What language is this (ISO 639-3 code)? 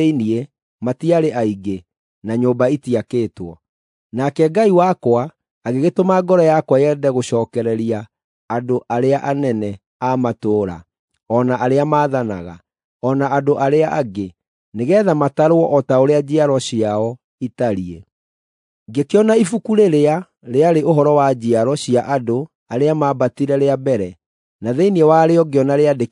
kik